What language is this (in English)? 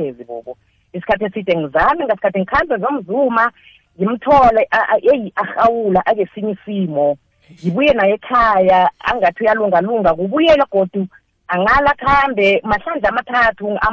South Ndebele